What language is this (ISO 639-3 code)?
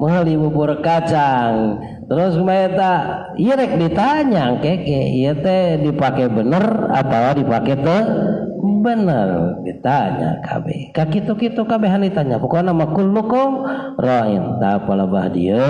sun